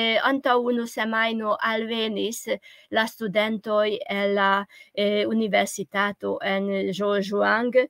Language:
Esperanto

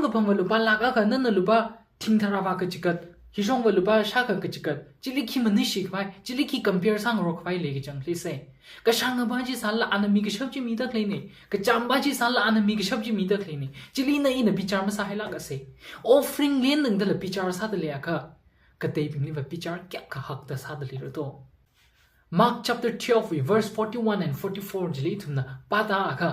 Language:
Tangkhul Naga (India)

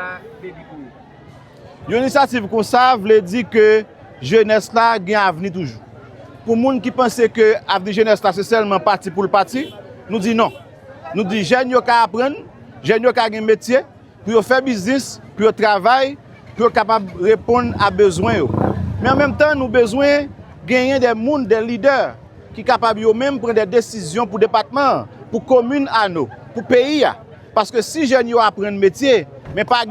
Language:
Haitian Creole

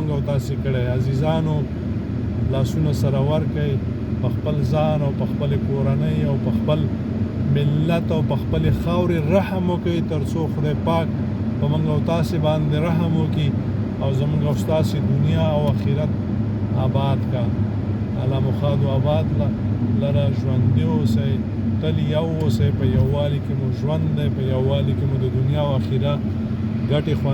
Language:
Pashto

